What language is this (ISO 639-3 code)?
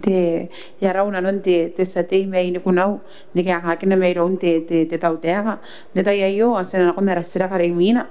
gil